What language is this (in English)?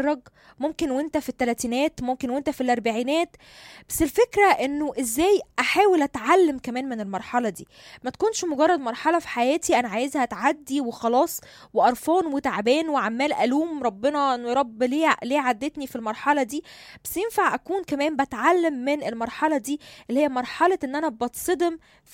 Egyptian Arabic